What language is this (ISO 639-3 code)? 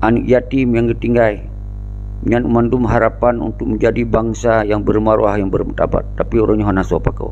ace